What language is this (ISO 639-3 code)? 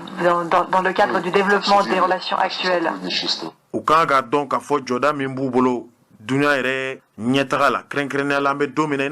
bam